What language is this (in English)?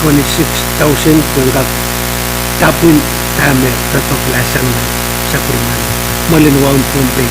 Pohnpeian